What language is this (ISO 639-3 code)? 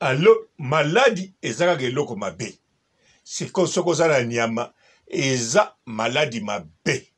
lin